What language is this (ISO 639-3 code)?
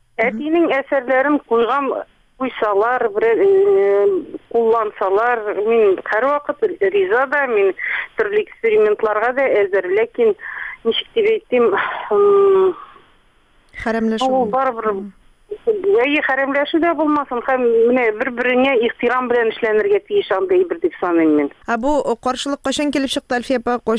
tat